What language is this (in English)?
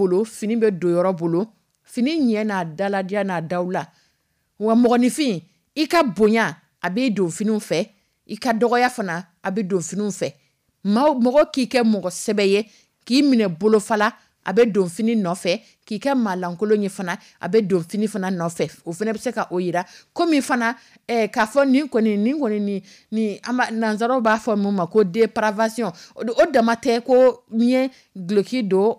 Dyula